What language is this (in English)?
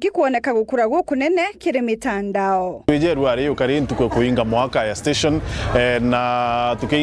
Meru